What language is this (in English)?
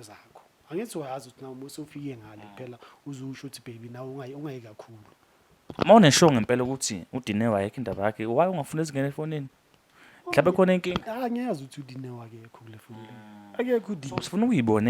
Zulu